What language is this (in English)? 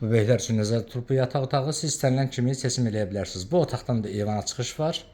Azerbaijani